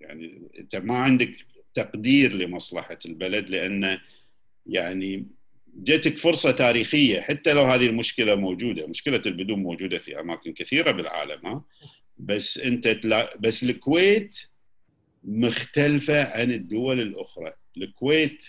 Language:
Gulf Arabic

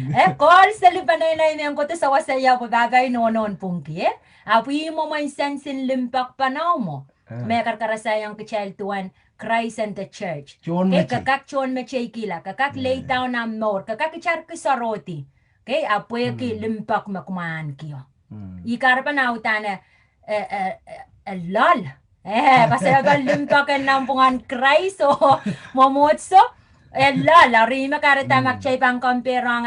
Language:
Pohnpeian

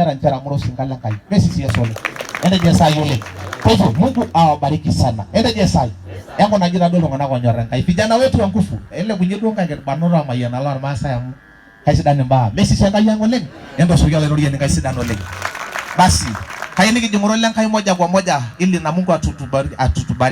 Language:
Masai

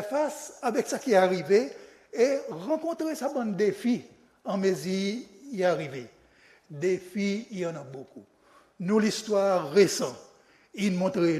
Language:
Seselwa Creole French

